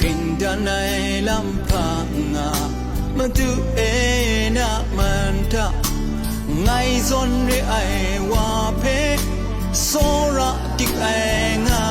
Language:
Kachin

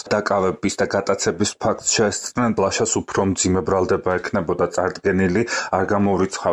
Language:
Georgian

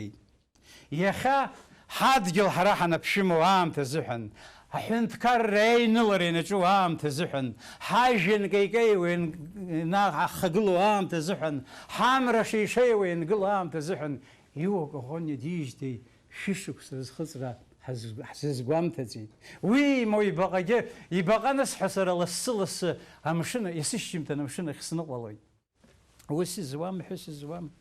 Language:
Abkhazian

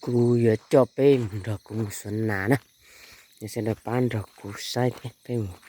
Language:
Hmong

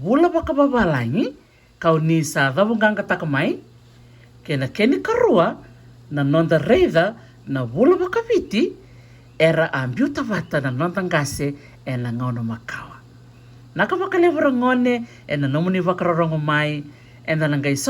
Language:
Fijian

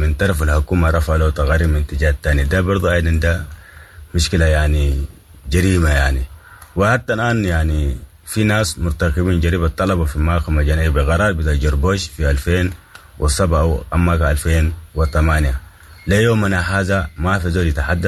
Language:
Sudanese Arabic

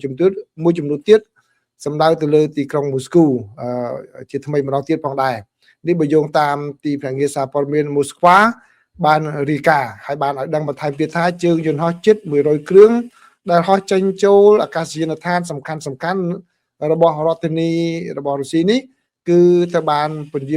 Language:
Khmer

